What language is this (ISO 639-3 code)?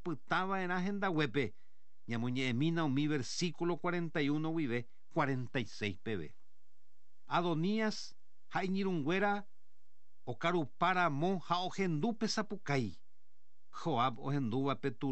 grn